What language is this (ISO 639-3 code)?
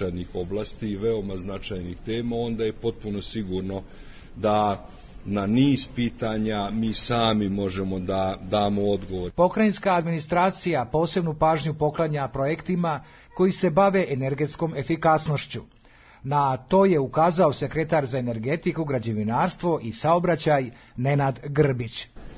srp